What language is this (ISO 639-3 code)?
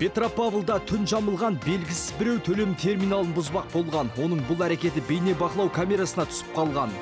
kaz